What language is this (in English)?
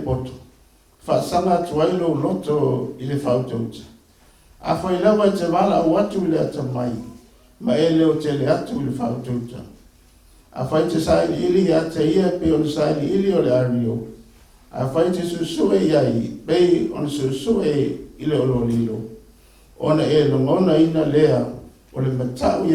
Samoan